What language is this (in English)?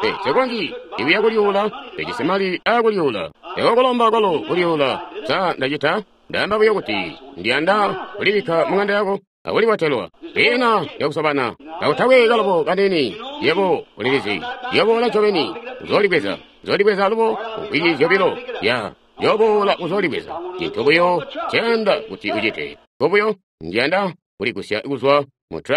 Tonga (Zambia)